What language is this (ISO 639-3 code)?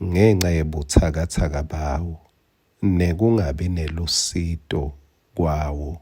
ssw